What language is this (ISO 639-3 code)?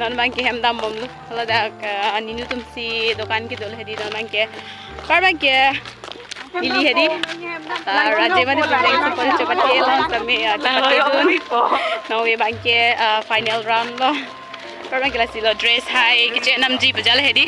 mjw